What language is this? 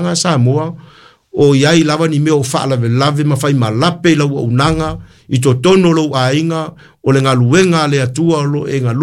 Samoan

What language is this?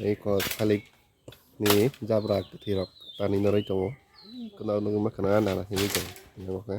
Kok Borok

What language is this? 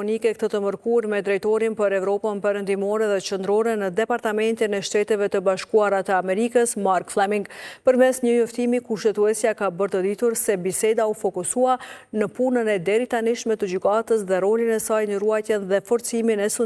Albanian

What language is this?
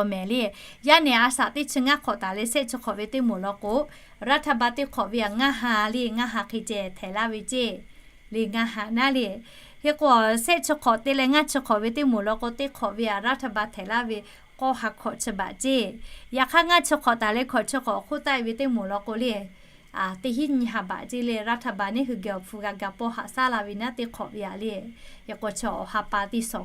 Lahu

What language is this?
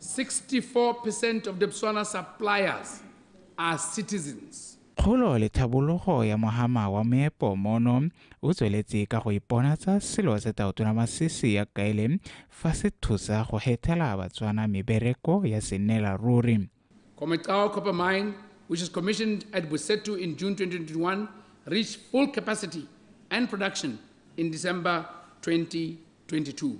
Tswana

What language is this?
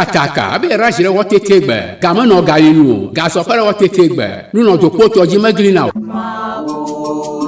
Ewe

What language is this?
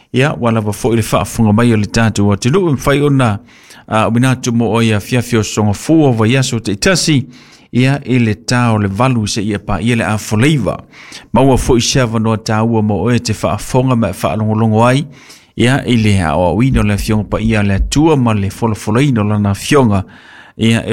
Samoan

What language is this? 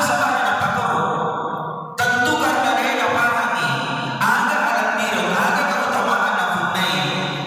Buginese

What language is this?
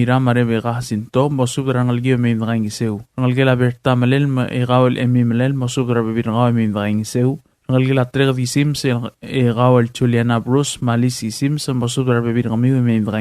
Palauan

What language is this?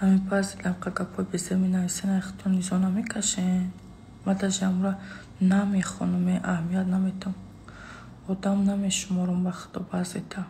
Tajik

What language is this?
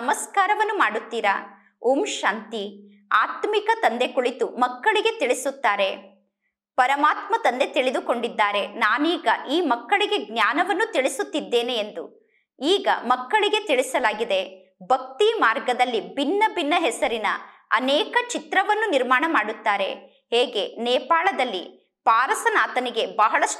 Kannada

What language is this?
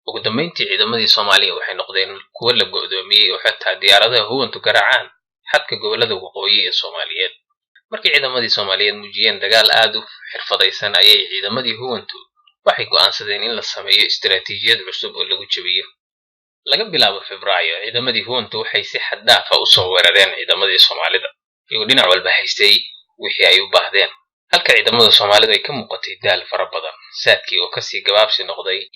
Somali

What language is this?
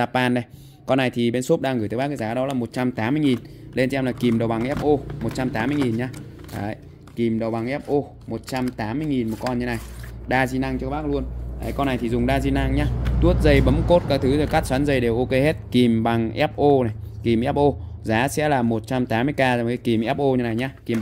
Vietnamese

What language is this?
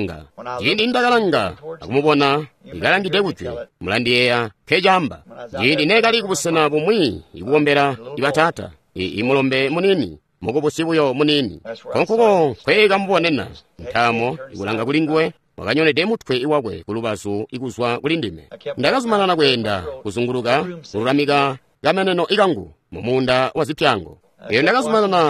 Tonga (Zambia)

